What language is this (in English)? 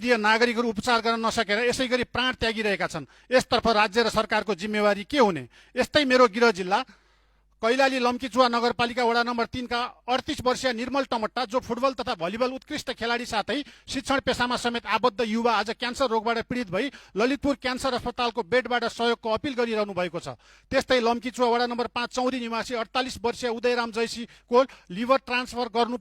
Nepali